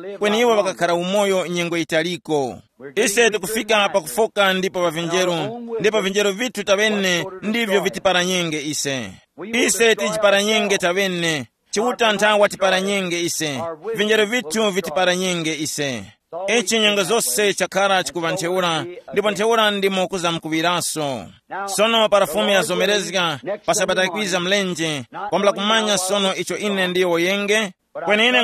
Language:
Tumbuka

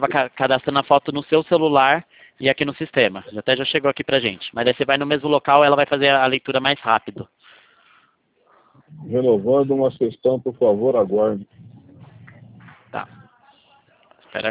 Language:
Portuguese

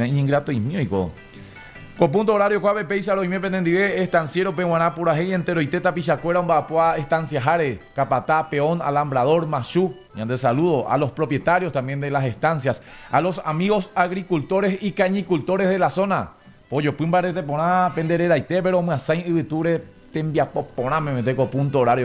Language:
Guarani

